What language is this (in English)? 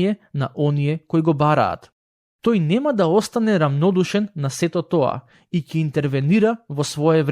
Macedonian